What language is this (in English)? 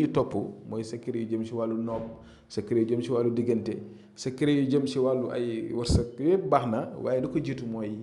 Wolof